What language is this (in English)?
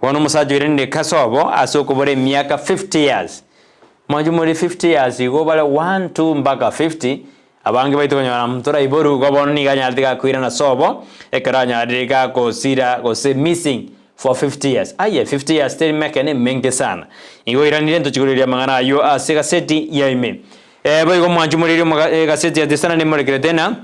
Gusii